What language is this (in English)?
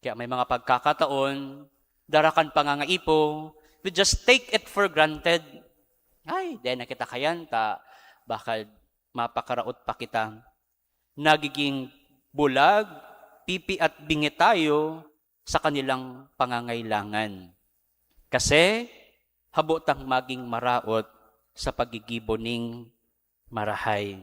Bikol